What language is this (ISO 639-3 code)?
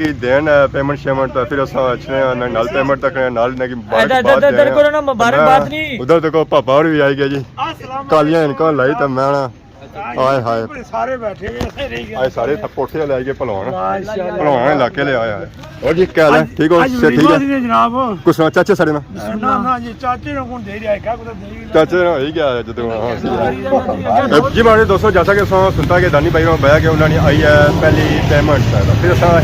phr